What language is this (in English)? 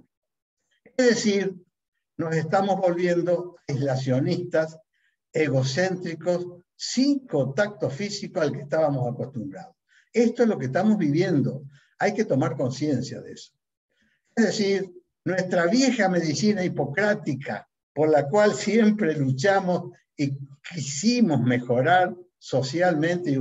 Spanish